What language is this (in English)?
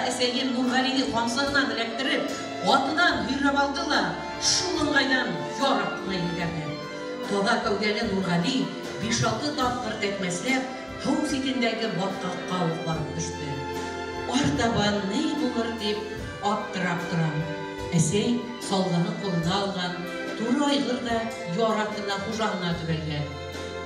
Bashkir